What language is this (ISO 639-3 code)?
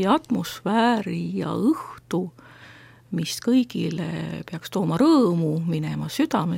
est